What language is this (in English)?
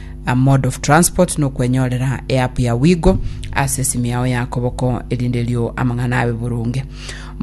Gusii